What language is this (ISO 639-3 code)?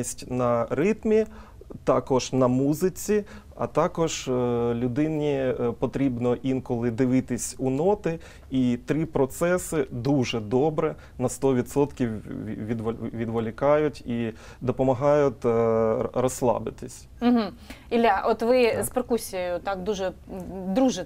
ukr